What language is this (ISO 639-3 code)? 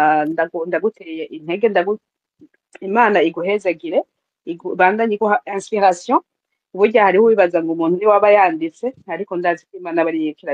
run